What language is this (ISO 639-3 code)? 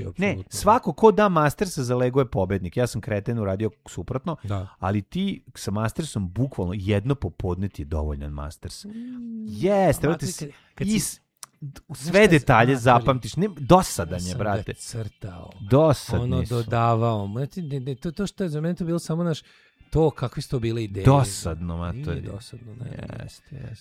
srp